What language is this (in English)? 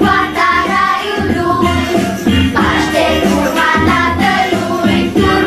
Romanian